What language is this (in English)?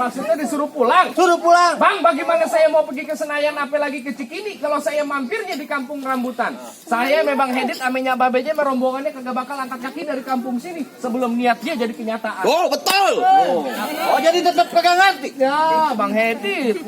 Betawi